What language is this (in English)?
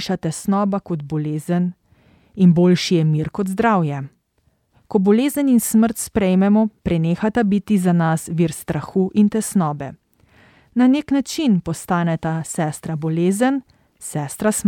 Slovenian